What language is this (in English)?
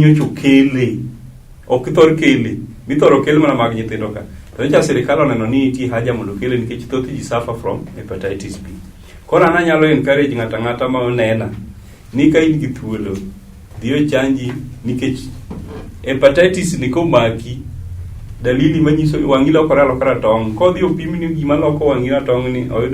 Luo (Kenya and Tanzania)